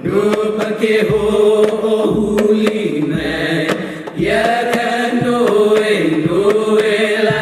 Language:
Hawaiian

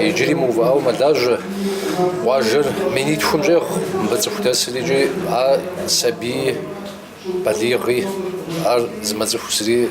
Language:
Kabardian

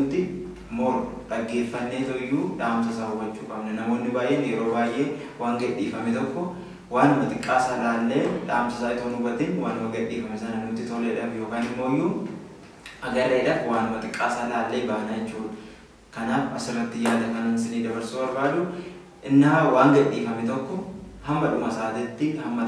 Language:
Oromo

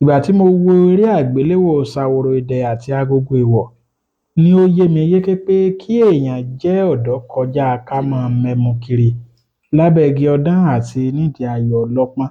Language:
Yoruba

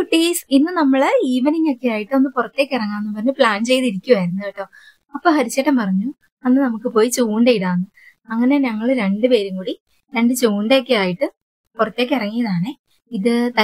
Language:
Malayalam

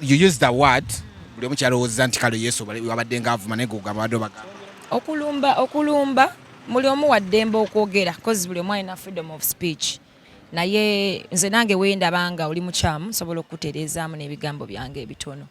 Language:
Ganda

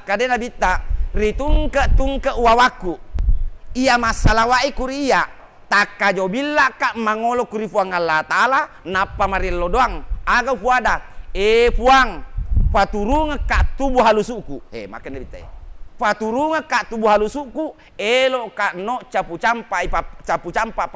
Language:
Buginese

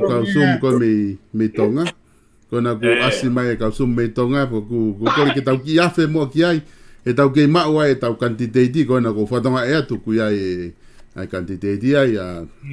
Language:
Tongan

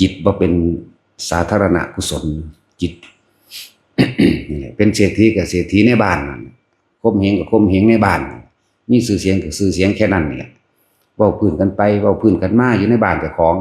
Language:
Lao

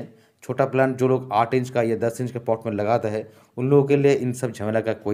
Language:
Hindi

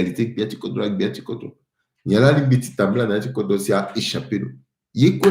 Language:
Sango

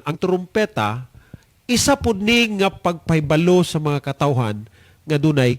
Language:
Cebuano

